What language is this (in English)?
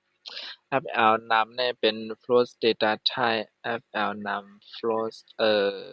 Shan